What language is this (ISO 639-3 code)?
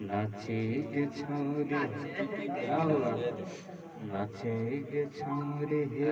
mai